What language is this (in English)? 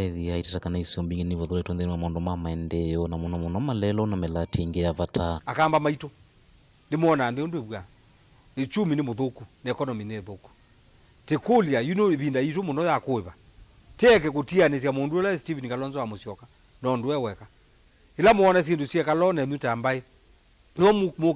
Kamba